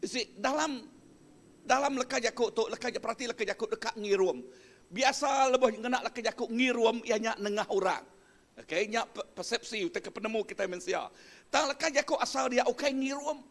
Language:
Iban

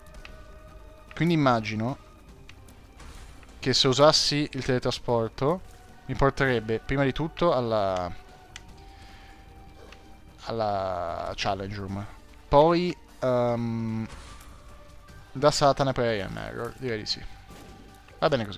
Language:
Italian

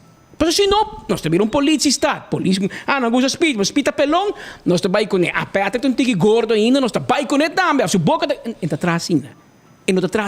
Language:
Papiamento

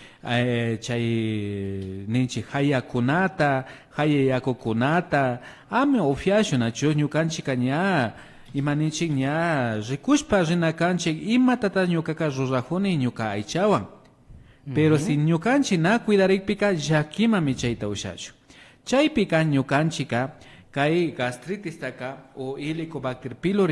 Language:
Imbabura Highland Quichua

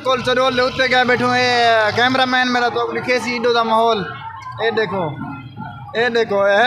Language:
Saraiki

